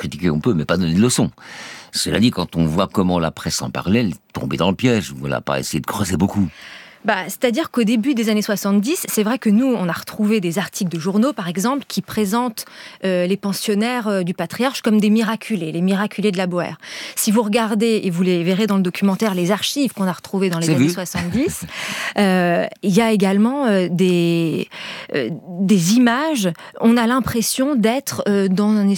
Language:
French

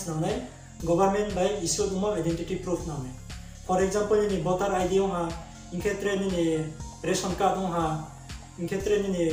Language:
Riang (India)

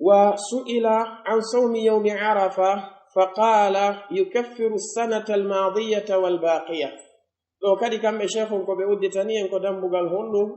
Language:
Pular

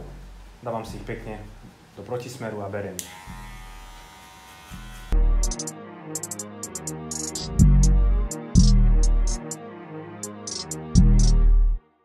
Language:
Slovak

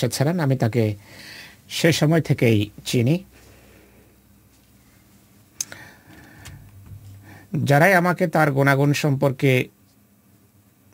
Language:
Bangla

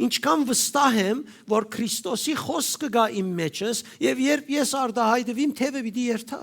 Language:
Western Armenian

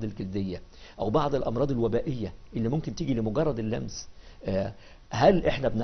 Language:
Egyptian Arabic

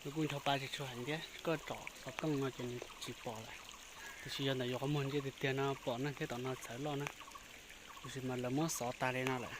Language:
Hmong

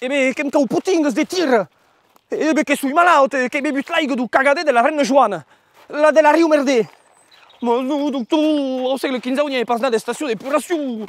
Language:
Occitan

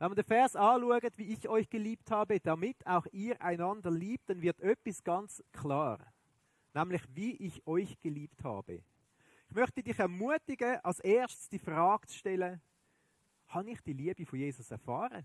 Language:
Swiss German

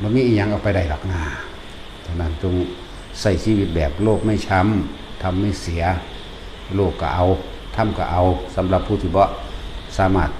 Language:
Northeastern Thai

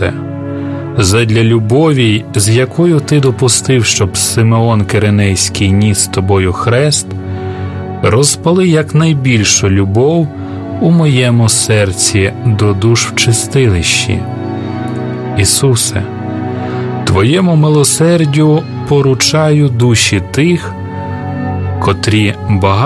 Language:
Ukrainian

